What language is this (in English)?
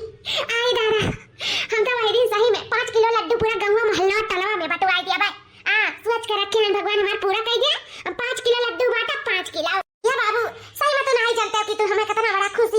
Awadhi